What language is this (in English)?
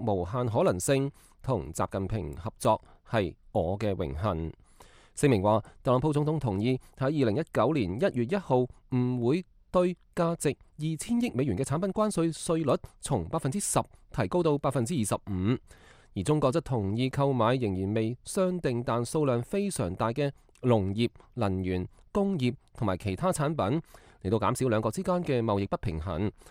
Cantonese